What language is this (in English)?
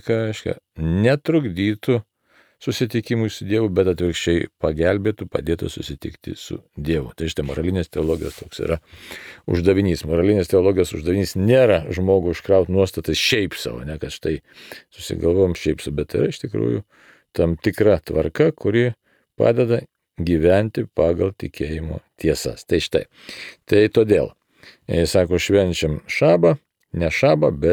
Lithuanian